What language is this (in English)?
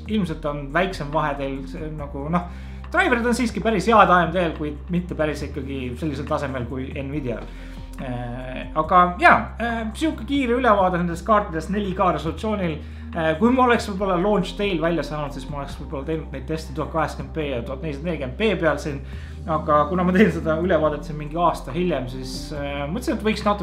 Estonian